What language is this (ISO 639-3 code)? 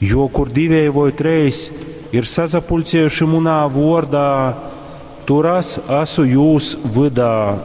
ltg